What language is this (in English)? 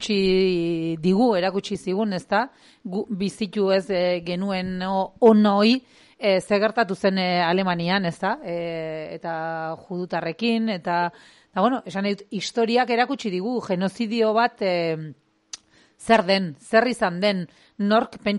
Basque